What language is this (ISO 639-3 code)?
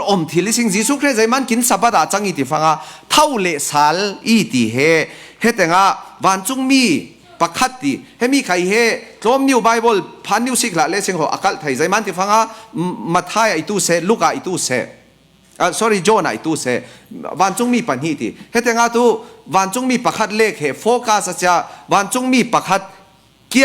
cfm